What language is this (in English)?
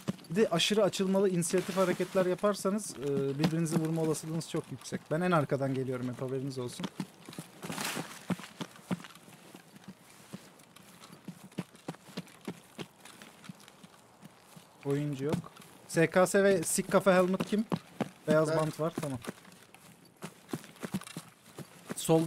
Turkish